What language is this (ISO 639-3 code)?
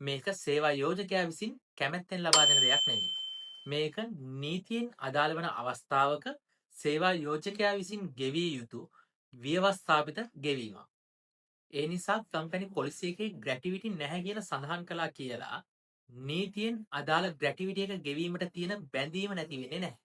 sin